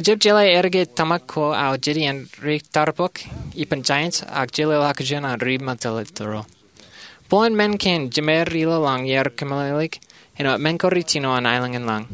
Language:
Marshallese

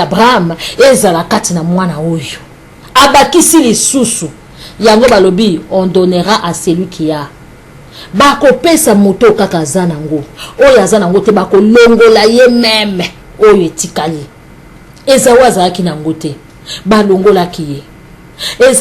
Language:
Lingala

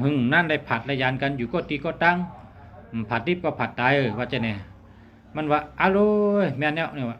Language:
Shan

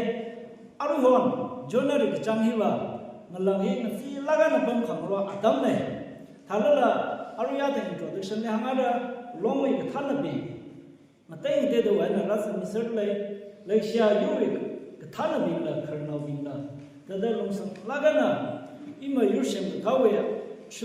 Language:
Tangkhul Naga (India)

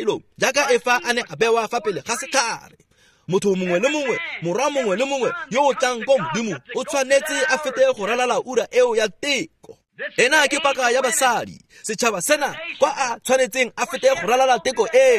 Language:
Tswana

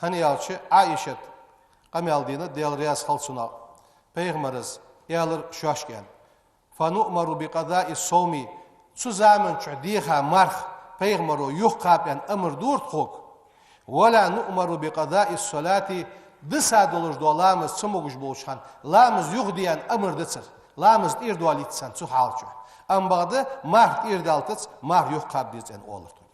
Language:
Ingush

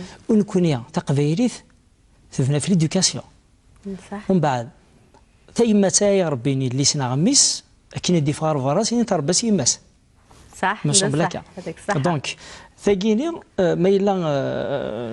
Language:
Kabyle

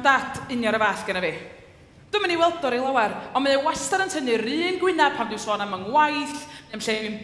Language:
Welsh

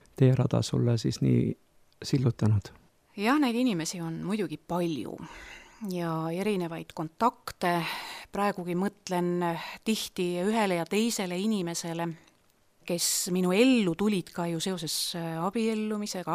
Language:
Estonian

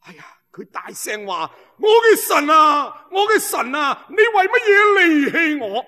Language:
Cantonese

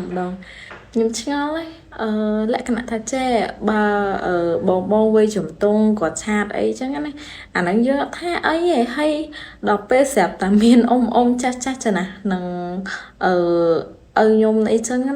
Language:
Khmer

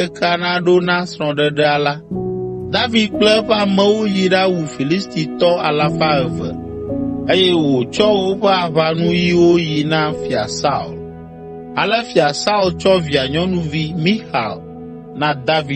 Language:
Ewe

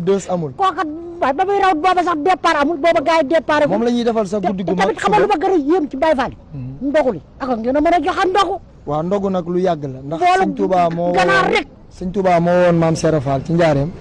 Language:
Wolof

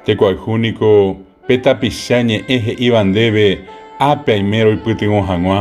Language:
Guarani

